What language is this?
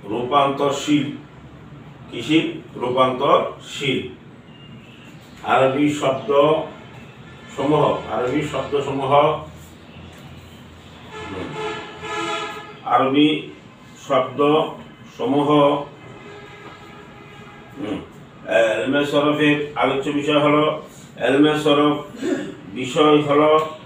Bangla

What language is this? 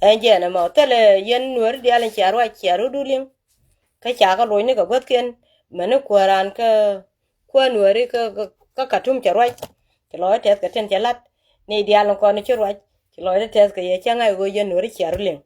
Nuer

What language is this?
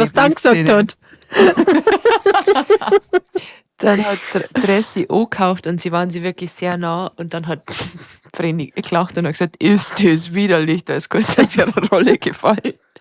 Bavarian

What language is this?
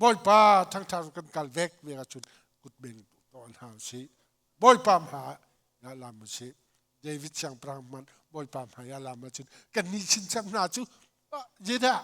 Hakha Chin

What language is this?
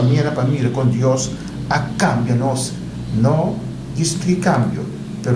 Papiamento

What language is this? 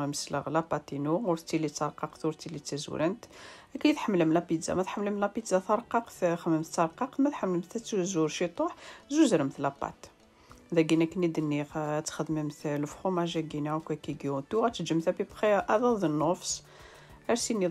Kabyle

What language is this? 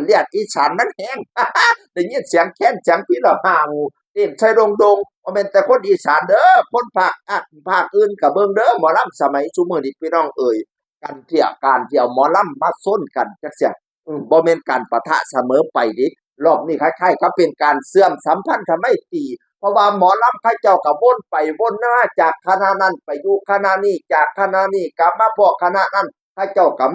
Northeastern Thai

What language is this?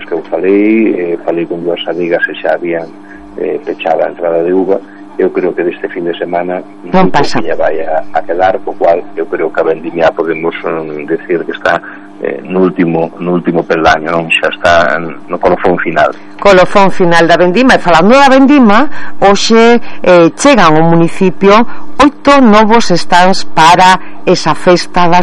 Galician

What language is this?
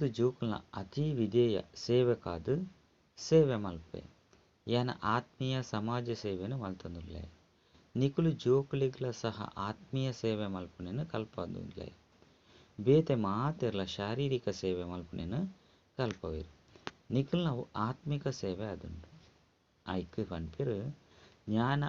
Tulu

